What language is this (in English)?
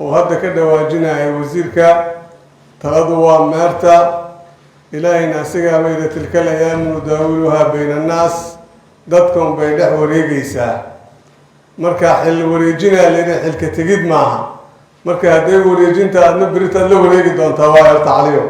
Somali